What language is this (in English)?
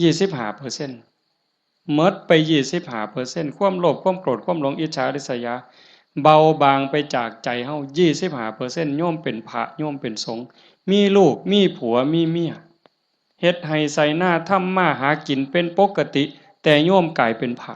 Northeastern Thai